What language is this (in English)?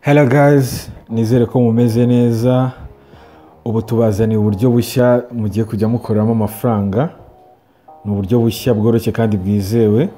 Kinyarwanda